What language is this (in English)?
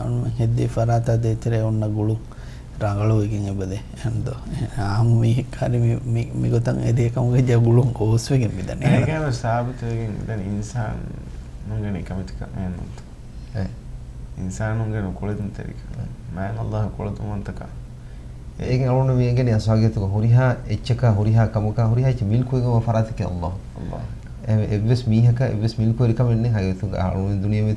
Divehi